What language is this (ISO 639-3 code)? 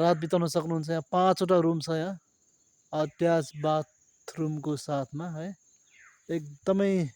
nep